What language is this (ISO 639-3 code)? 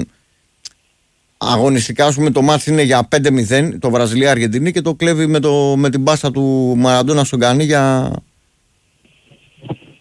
ell